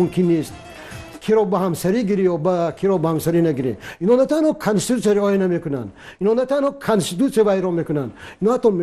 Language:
Tajik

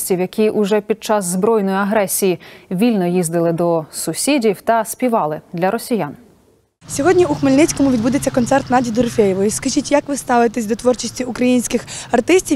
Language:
Ukrainian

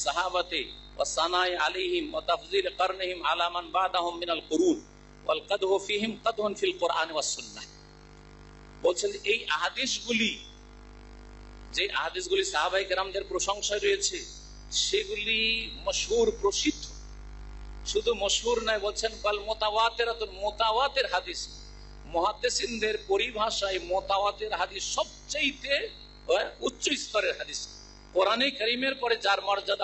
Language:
Bangla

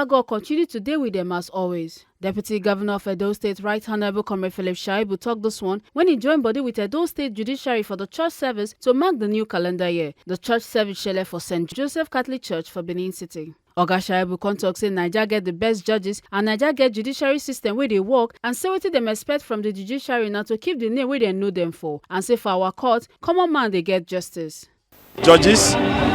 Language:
Nigerian Pidgin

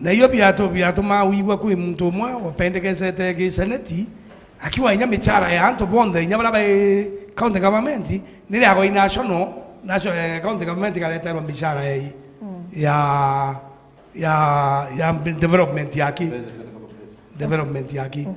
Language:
Meru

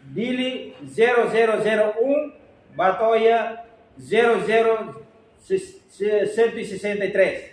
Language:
Tetum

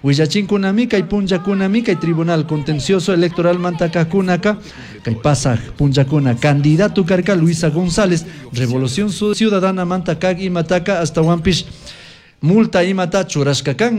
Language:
Chimborazo Highland Quichua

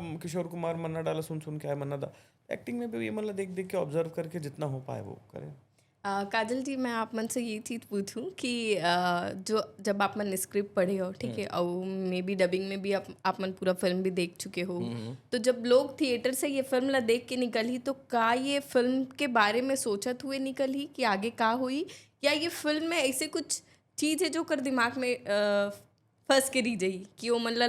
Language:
Chhattisgarhi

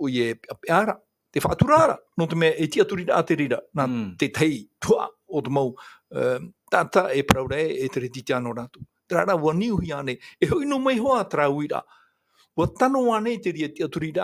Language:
Tahitian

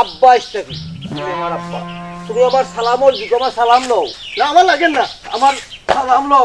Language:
Sylheti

